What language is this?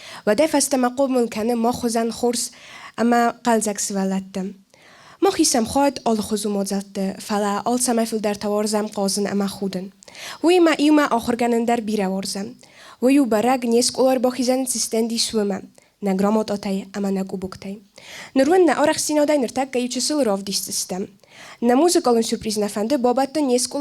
Ossetic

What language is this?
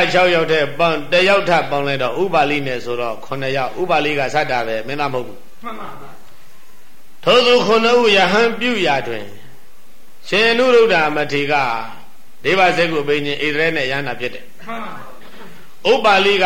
Burmese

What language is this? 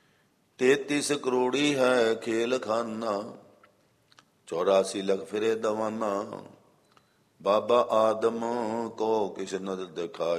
Punjabi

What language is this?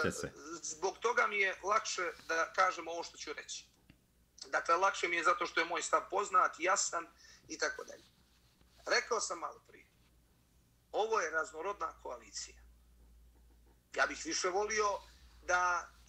Bosnian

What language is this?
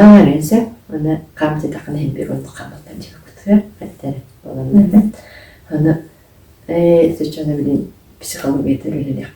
Yakut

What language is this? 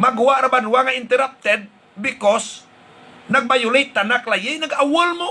Hiligaynon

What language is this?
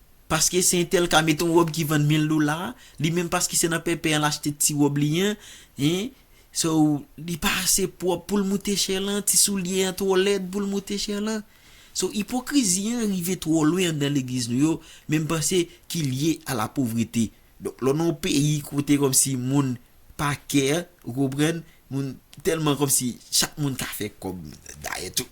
Haitian Creole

